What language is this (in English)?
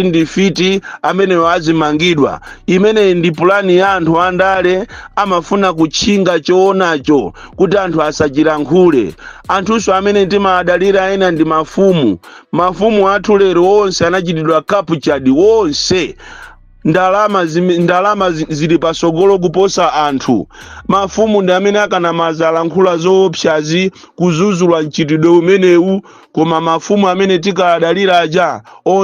Nyanja